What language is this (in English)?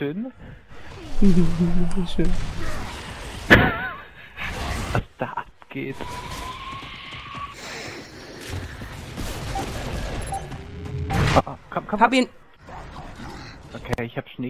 German